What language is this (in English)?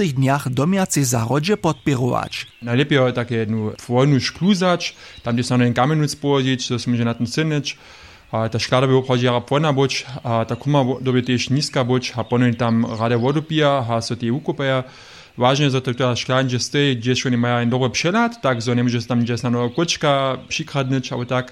Upper Sorbian